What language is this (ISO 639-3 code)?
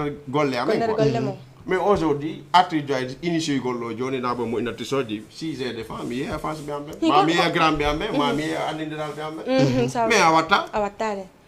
ful